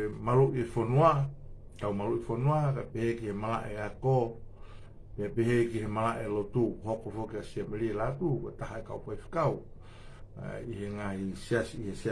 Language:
Tongan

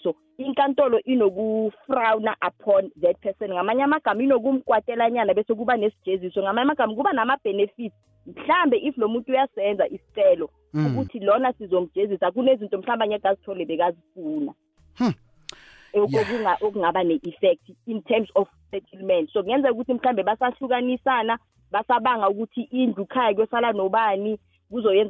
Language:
South Ndebele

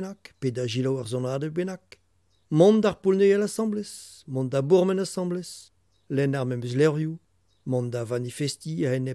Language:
Breton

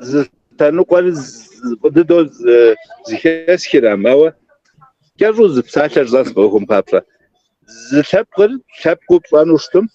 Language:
Kabardian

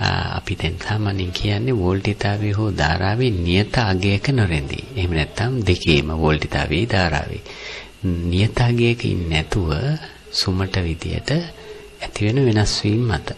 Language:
Sinhala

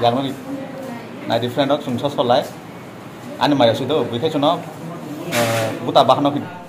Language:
Kok Borok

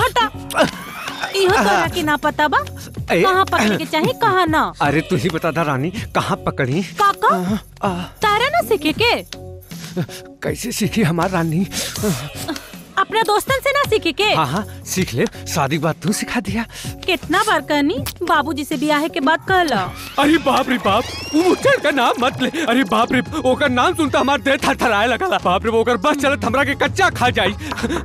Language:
Bhojpuri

